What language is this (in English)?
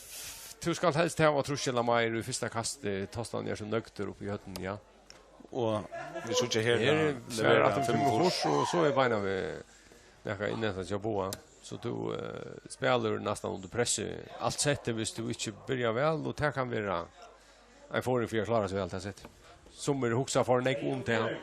Faroese